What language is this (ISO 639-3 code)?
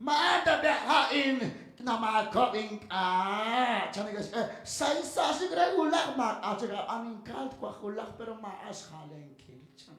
kek